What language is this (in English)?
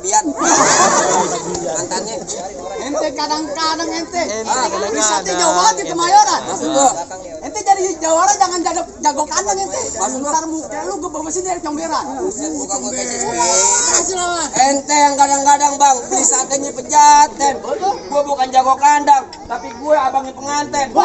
Betawi